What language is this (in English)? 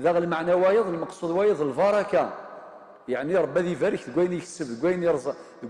Kabyle